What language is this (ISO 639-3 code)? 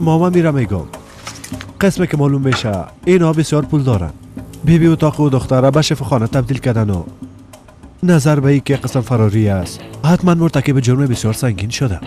fas